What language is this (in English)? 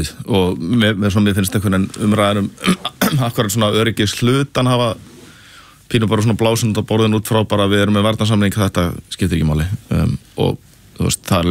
Icelandic